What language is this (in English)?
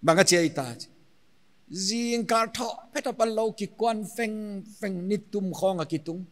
Paite Chin